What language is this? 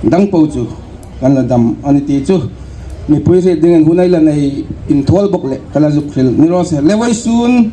Hmar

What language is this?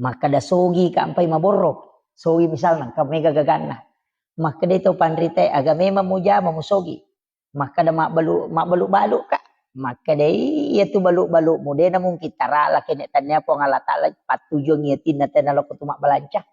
Buginese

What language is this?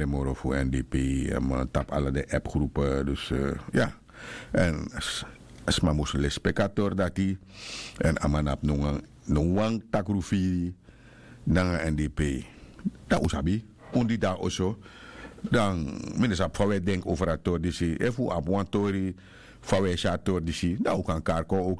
Sranan Tongo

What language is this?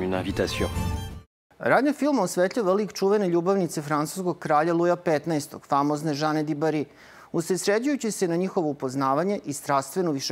Serbian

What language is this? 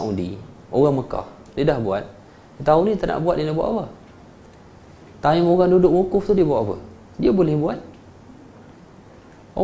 Malay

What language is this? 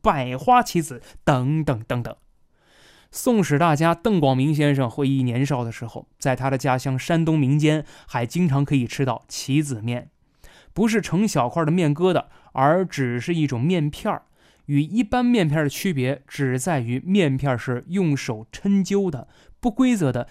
Chinese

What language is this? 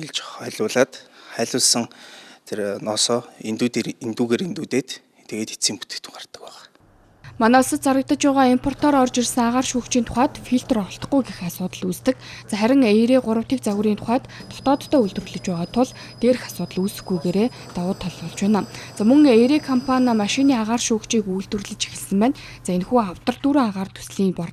Mongolian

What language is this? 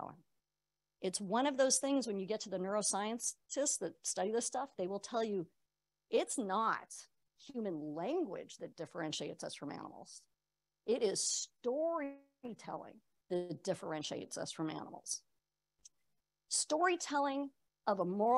English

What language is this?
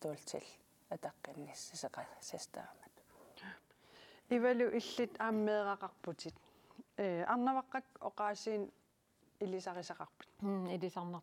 Kalaallisut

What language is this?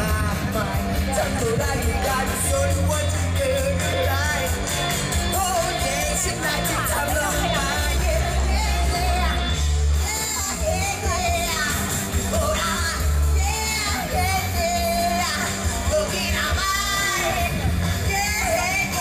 Thai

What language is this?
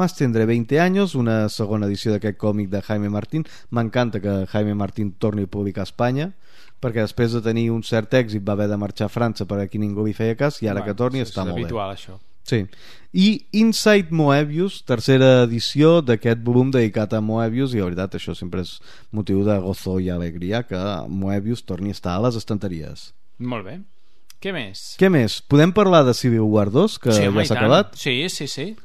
Catalan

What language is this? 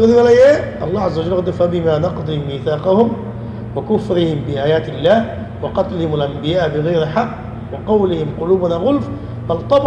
Rohingya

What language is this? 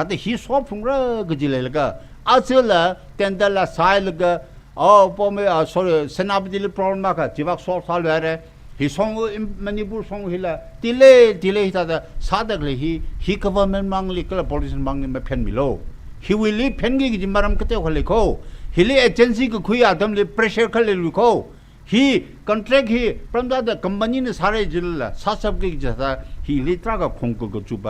Tangkhul Naga (India)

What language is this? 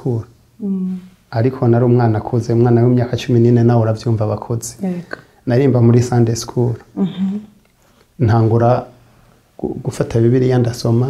Rundi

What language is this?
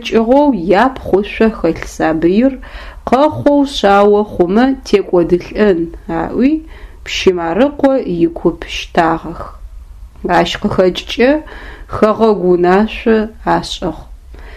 Adyghe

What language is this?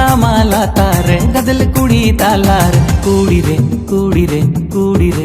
Santali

